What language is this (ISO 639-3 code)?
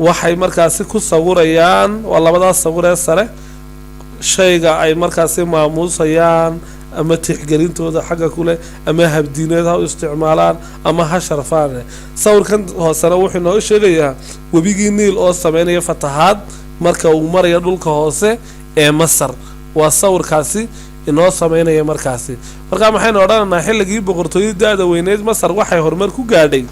som